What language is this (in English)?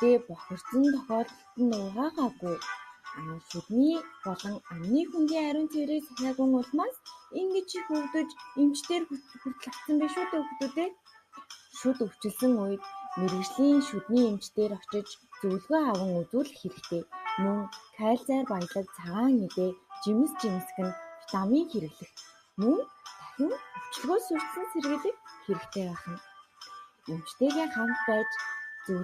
Mongolian